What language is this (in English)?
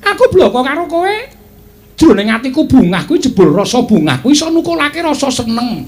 Javanese